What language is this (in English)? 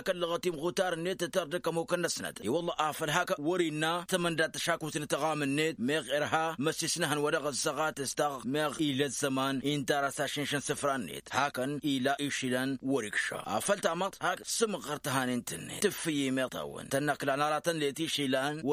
Tamasheq